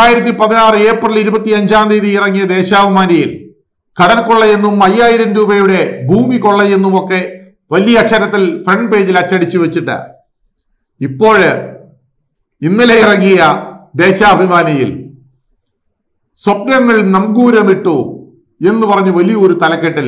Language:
Malayalam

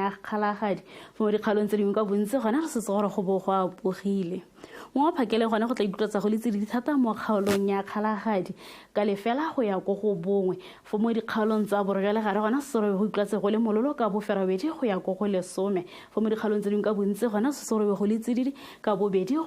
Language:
Tswana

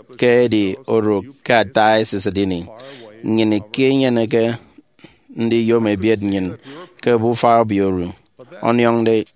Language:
Efik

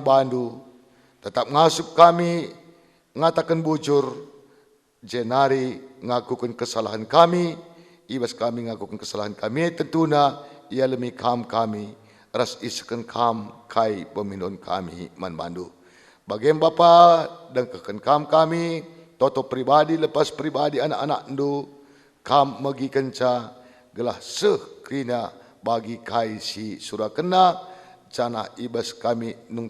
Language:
Batak Karo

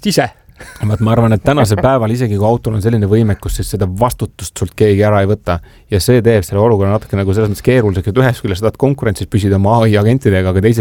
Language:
Estonian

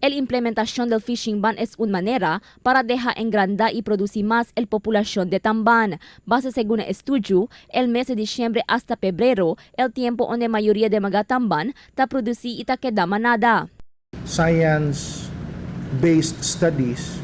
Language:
Chavacano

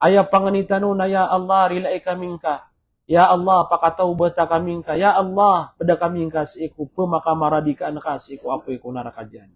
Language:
Maranao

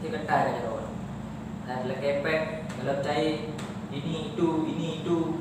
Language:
Achinese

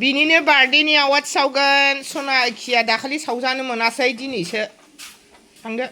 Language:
Bodo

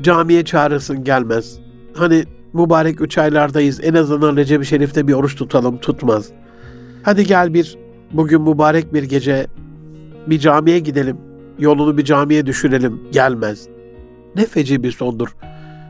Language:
Turkish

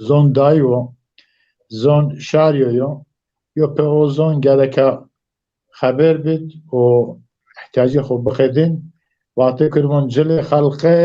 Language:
Zaza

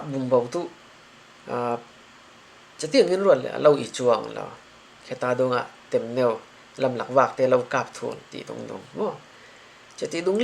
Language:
Falam Chin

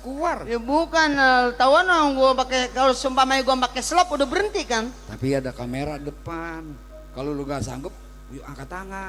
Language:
Betawi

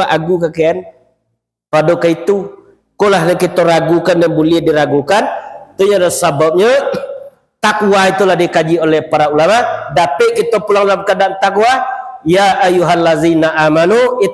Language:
Minangkabau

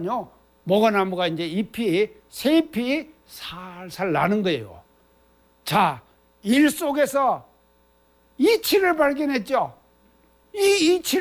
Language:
Korean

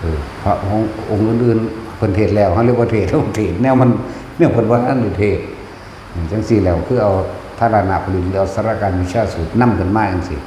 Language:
Northeastern Thai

